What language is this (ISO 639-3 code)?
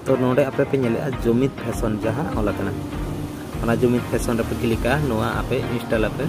sat